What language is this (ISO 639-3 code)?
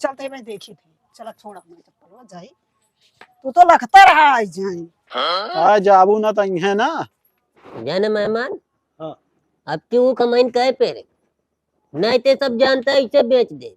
awa